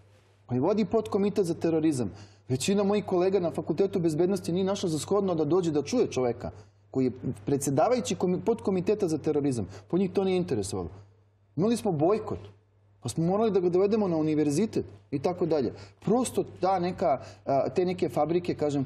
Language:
Serbian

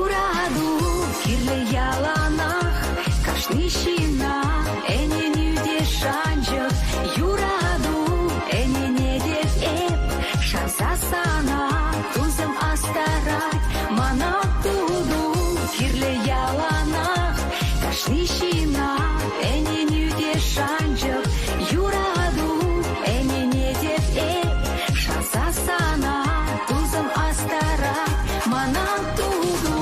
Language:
Chuvash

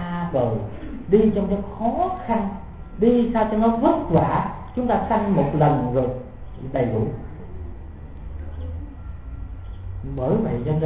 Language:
Vietnamese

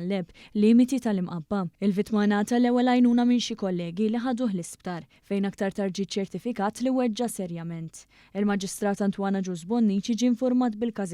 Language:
Maltese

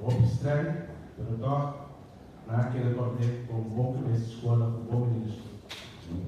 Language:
Papiamento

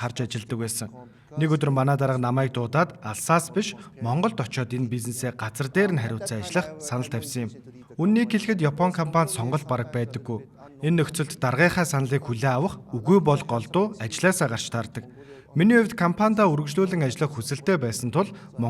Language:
Mongolian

